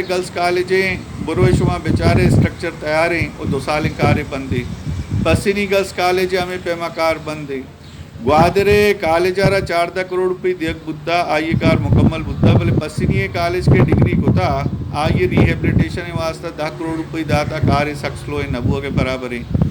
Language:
Baluchi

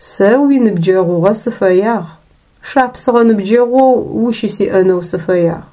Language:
Adyghe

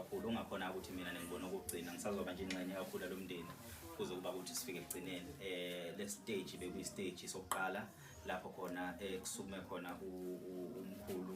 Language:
Zulu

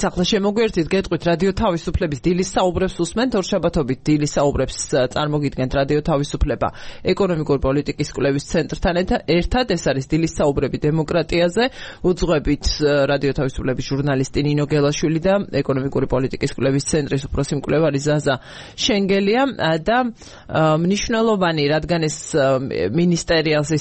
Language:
Georgian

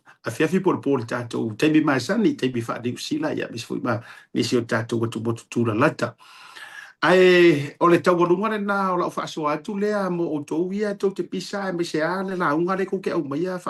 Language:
Samoan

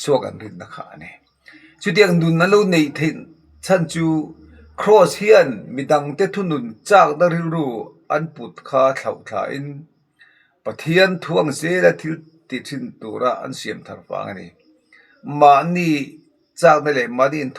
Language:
Mizo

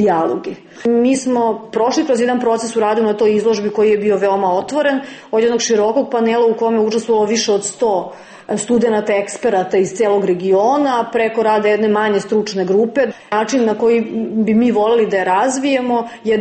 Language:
Serbian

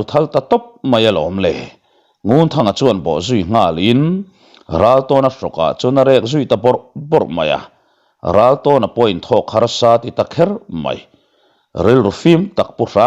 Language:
Mizo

